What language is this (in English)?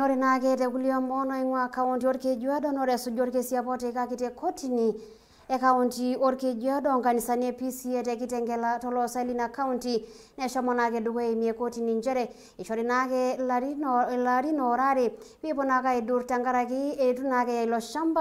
Masai